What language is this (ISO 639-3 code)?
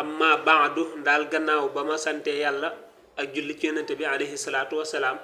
wol